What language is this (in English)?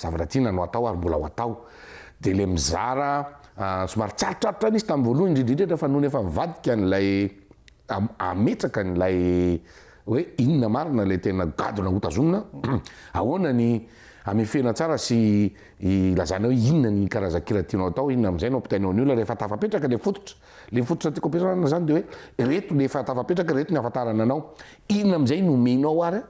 Malagasy